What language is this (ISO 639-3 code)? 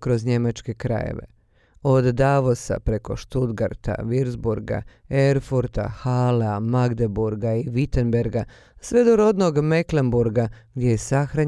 bos